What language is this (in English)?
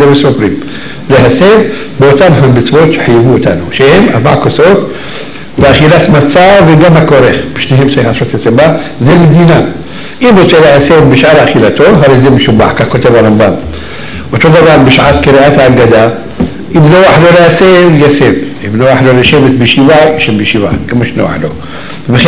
Hebrew